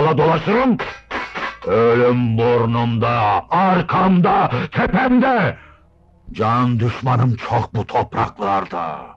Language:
Turkish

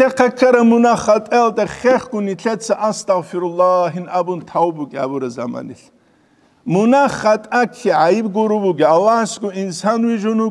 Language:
Avaric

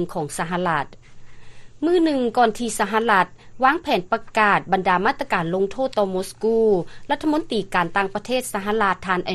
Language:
Lao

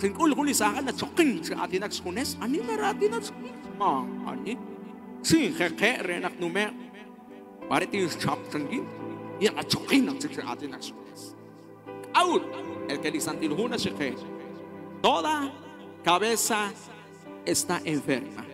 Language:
Kekchí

